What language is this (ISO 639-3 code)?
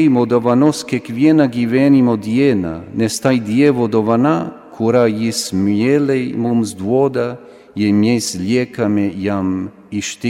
lit